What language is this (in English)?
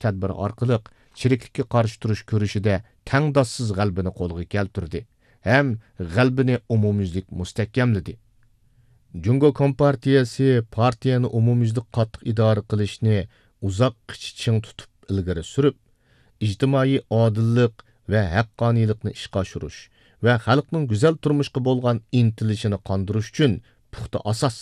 Uyghur